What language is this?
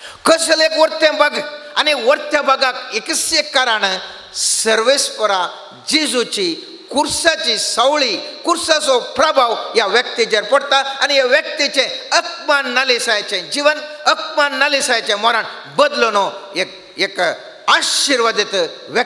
Konkani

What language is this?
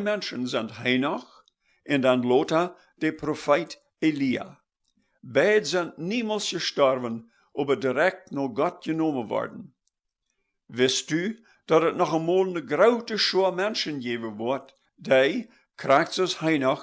Plautdietsch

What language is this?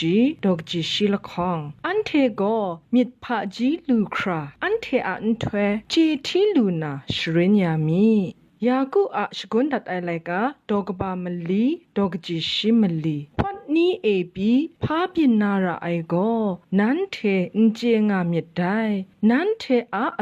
Kachin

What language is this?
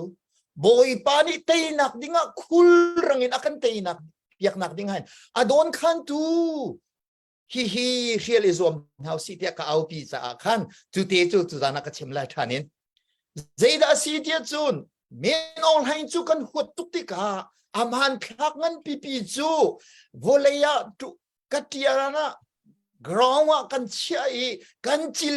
Hakha Chin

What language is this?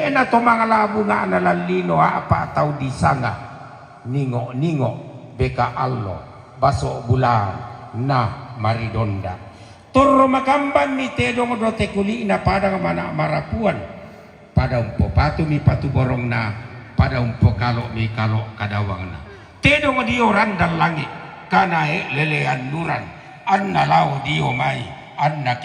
Toraja-Sa'dan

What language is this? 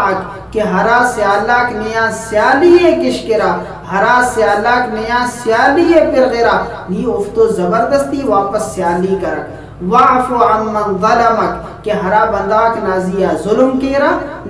Brahui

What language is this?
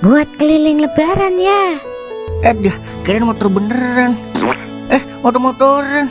Betawi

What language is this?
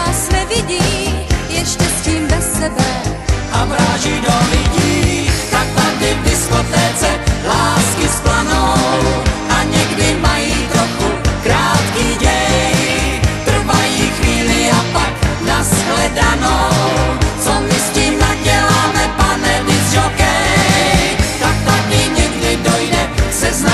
Czech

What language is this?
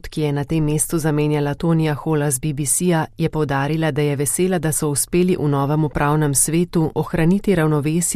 Slovenian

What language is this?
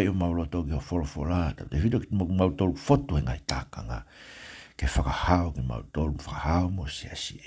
Tongan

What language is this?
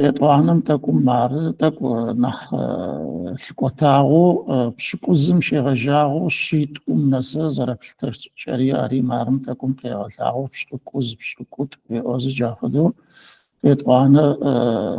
Adyghe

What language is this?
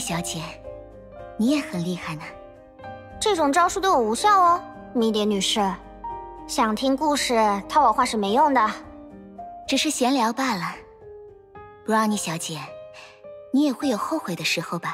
Chinese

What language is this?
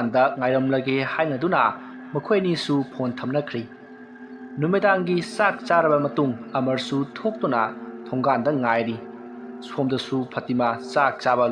Manipuri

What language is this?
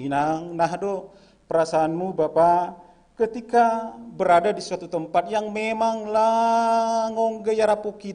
Batak Simalungun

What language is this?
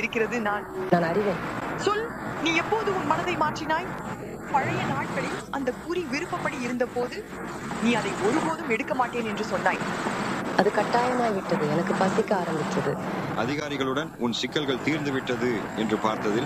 Tamil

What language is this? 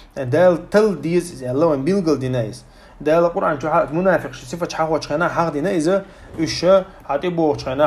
Chechen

